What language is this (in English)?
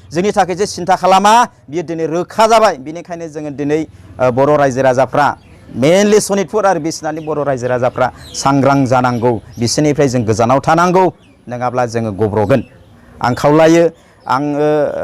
Bodo